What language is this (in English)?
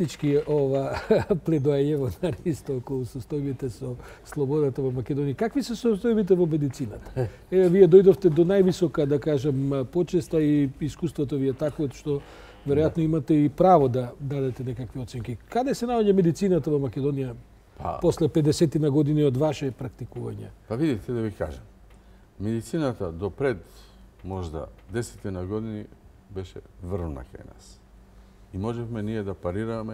Macedonian